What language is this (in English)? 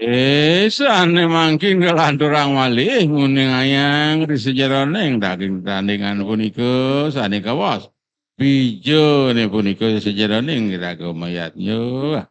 Balinese